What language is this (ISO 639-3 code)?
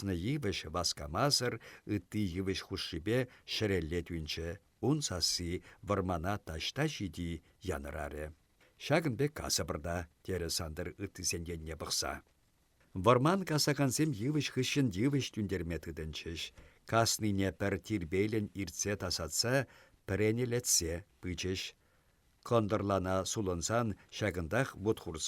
chv